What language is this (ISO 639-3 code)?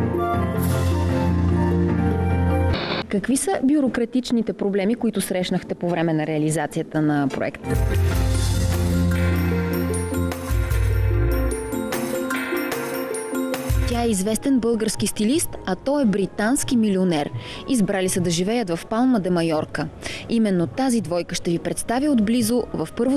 bul